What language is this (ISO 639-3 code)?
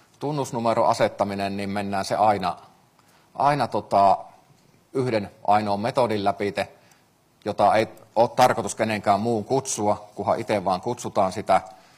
fin